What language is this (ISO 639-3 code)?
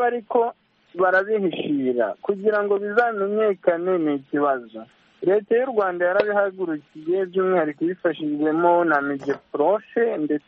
kin